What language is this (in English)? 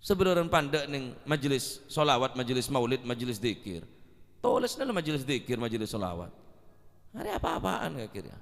Madurese